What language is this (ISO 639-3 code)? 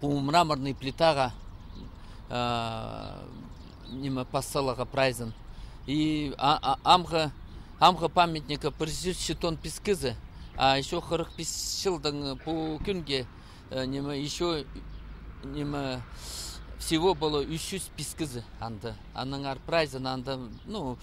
kjh